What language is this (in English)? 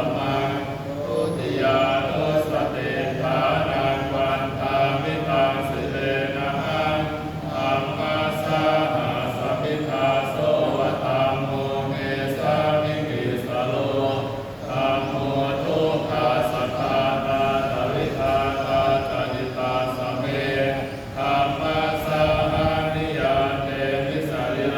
Pali